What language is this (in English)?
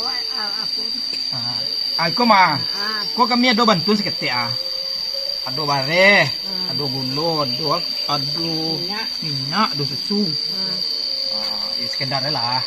Minangkabau